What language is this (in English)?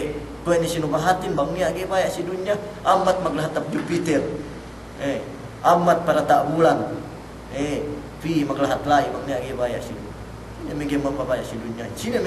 Yakan